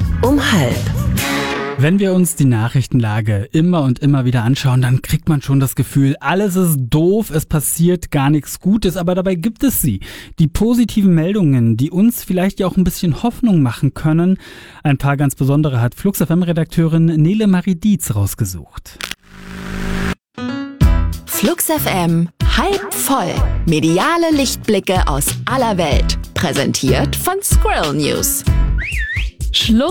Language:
German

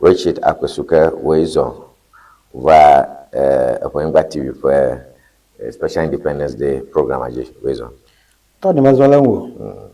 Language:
Ewe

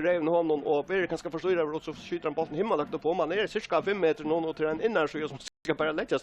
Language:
Faroese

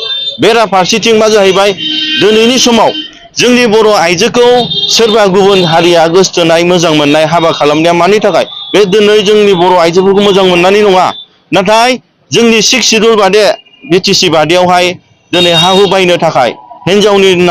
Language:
Bodo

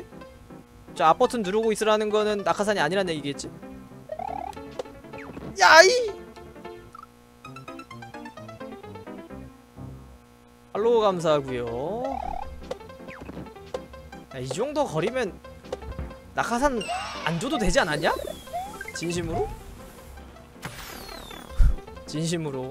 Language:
Korean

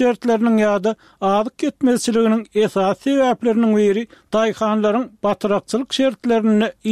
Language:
Turkmen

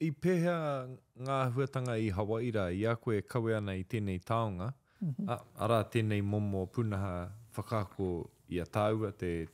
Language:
Māori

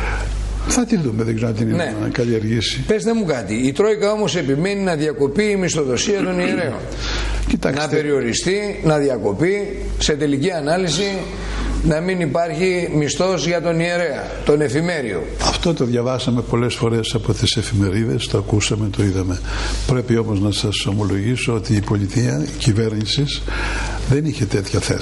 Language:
Greek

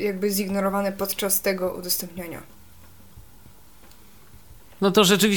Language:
Polish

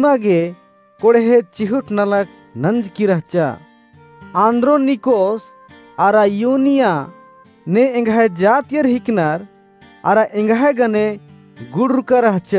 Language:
Kurukh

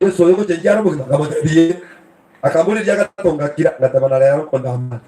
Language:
Gusii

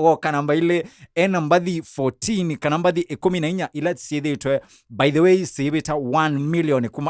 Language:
Kamba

